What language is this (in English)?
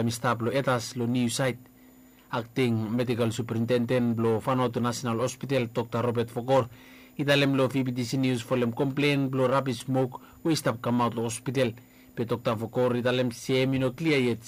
Bislama